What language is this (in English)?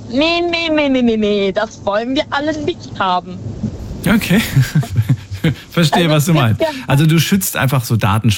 German